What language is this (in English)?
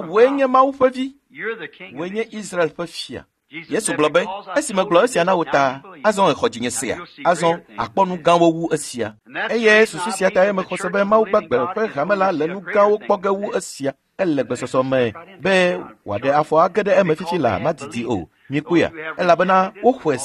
Ewe